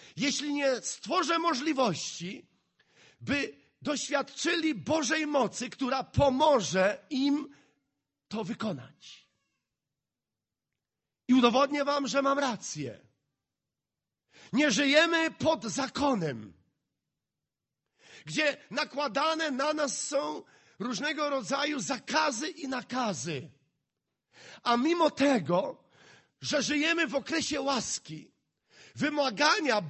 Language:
Polish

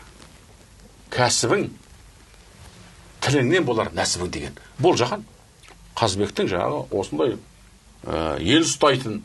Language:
Kazakh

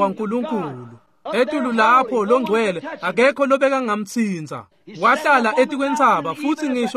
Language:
Swati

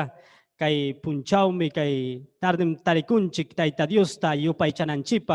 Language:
Ayacucho Quechua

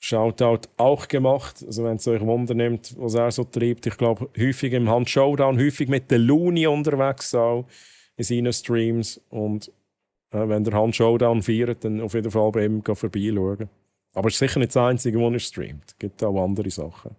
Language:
Swiss German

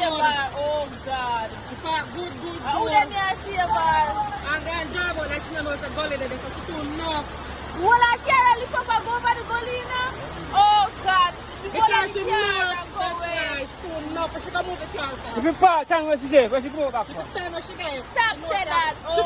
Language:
Jamaican Creole English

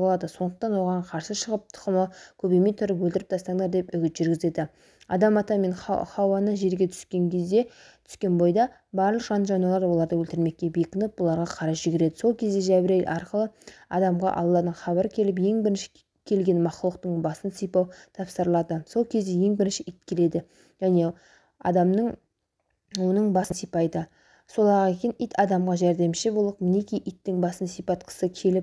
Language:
Kazakh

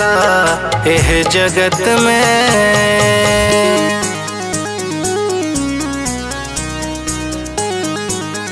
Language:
Bhojpuri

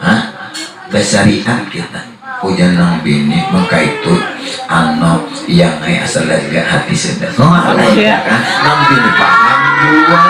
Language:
Banjar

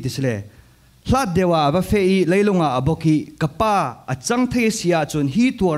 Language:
Falam Chin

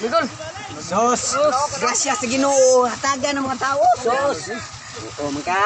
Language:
Cebuano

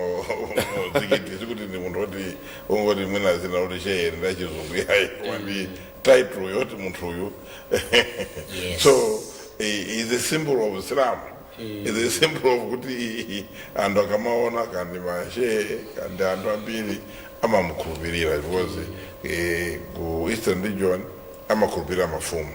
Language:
Nyanja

